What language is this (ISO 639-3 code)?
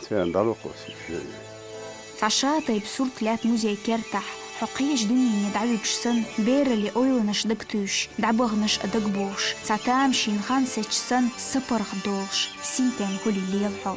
che